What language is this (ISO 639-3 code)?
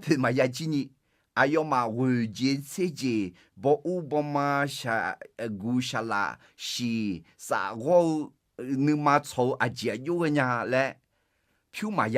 ahk